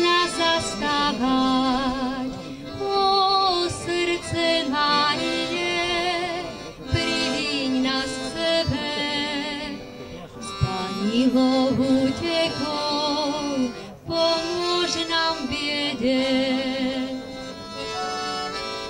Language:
Slovak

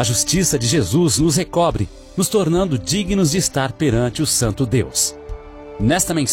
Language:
Portuguese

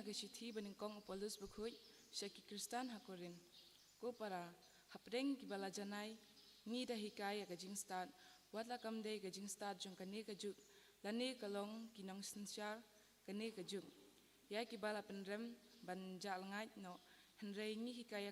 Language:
Khasi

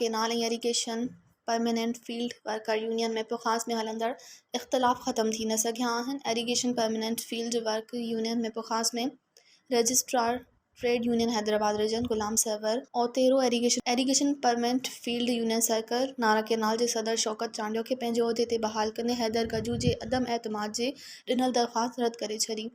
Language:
Sindhi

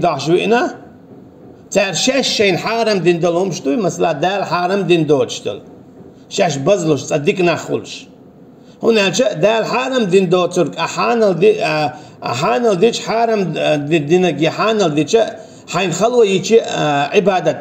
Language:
Chechen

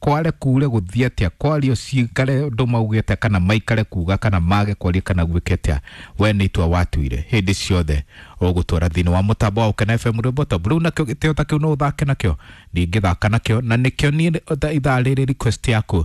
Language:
Kikuyu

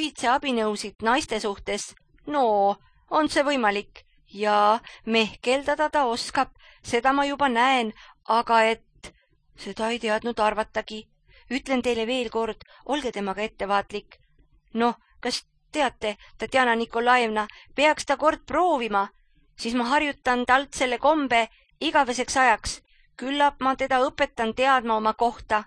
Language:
Estonian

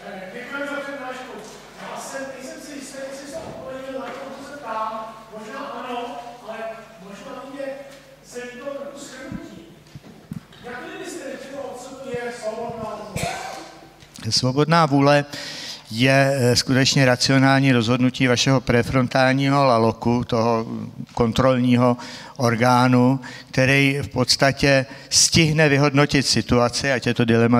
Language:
Czech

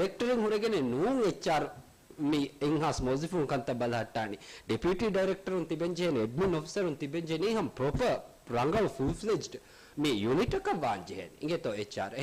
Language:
Divehi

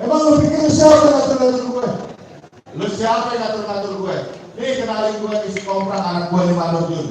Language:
Betawi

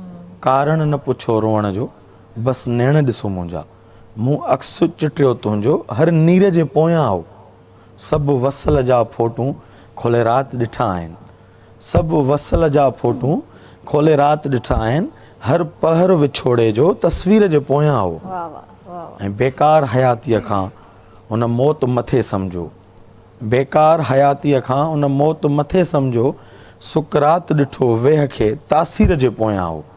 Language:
Sindhi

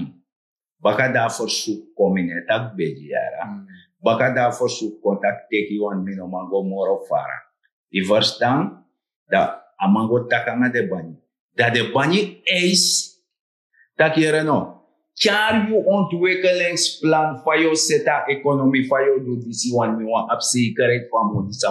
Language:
Sranan Tongo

